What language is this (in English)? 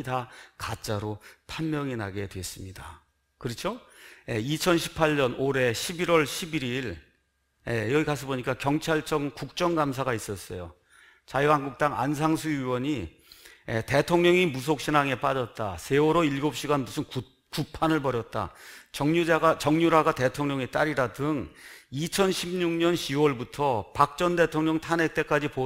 Korean